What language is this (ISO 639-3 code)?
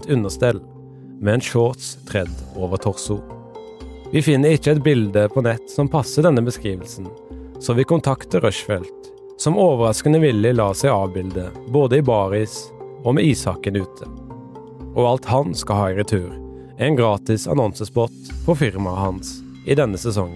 nor